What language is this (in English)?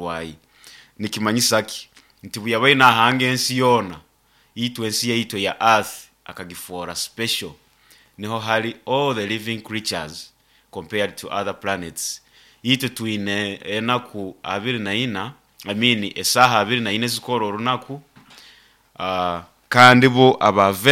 Nyoro